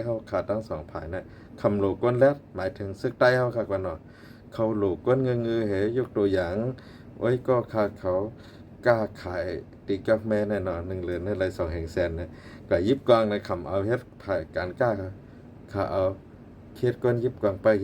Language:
Shan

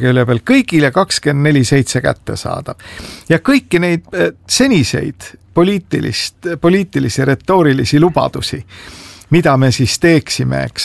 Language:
Estonian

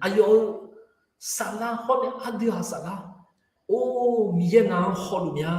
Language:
Akha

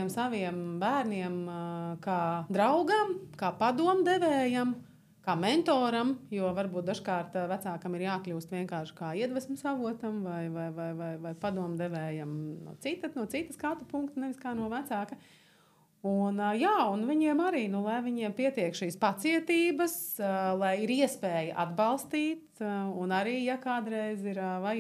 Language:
Latvian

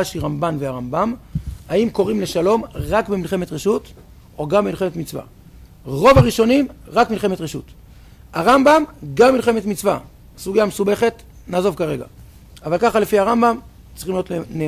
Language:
Hebrew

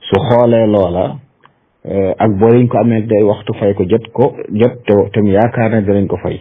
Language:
Wolof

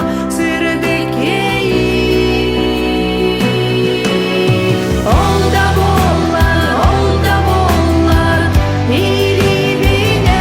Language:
Yakut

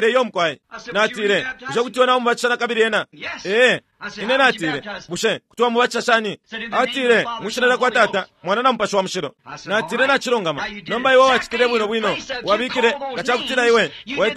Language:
Bemba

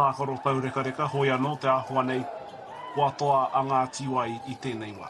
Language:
Māori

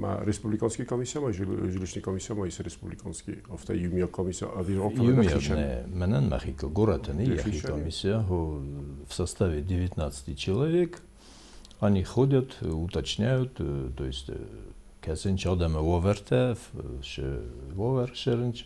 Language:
Ossetic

